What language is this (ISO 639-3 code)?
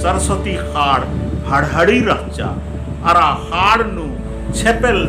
kru